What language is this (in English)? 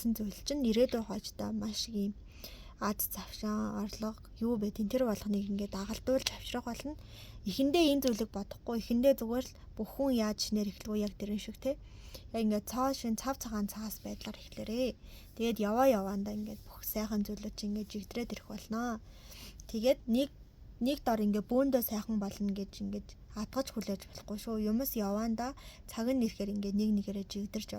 Mongolian